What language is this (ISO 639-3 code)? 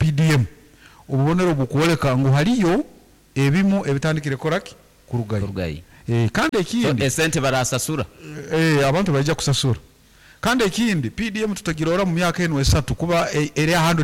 nyn